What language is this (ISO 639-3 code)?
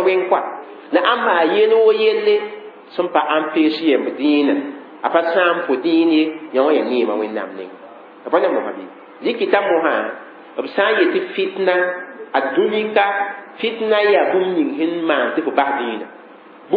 mos